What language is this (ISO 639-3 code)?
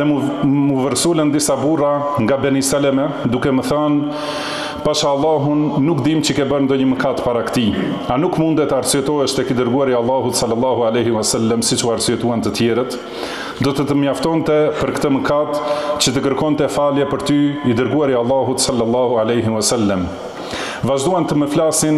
sqi